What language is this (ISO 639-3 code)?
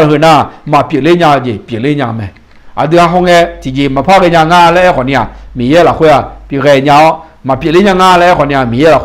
ahk